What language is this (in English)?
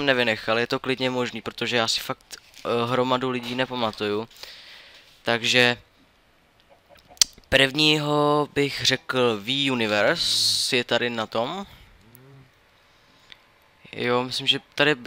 Czech